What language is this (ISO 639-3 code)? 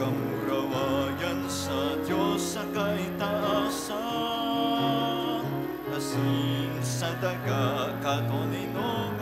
bik